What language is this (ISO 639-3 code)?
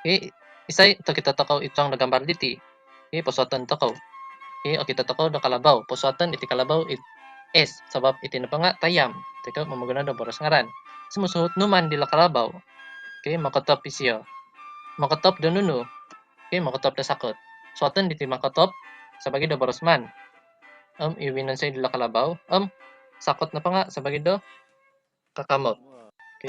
dtp